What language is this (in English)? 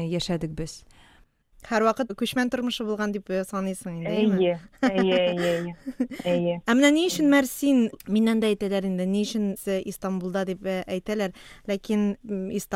Tatar